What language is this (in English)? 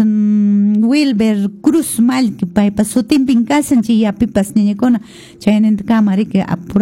Quechua